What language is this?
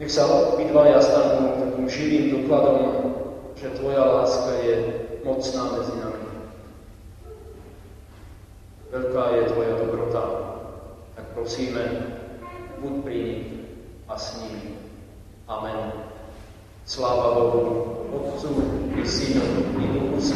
Slovak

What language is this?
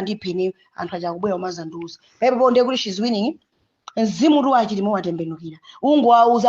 Nyanja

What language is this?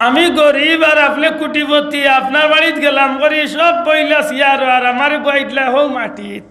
Sylheti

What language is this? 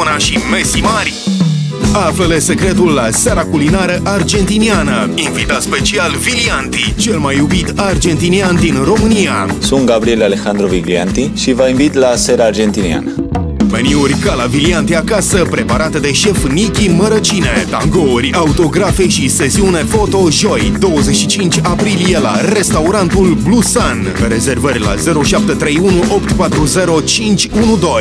Romanian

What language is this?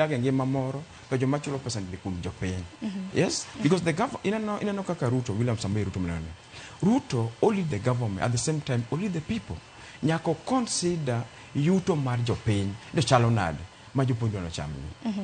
Luo (Kenya and Tanzania)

